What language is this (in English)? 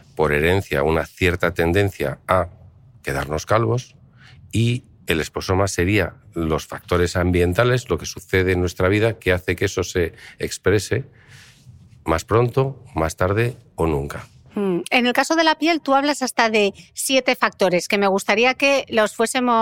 Spanish